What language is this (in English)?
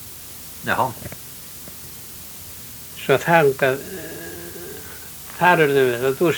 Icelandic